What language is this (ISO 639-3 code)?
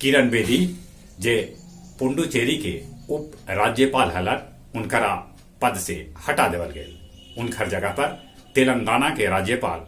mag